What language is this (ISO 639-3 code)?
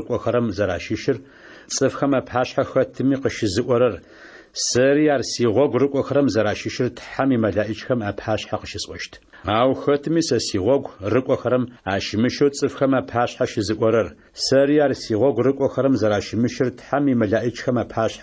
ady